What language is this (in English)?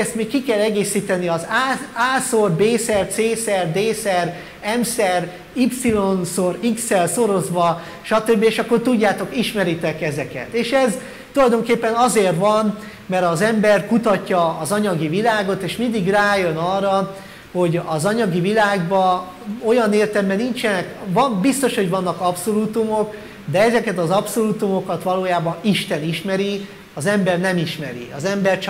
Hungarian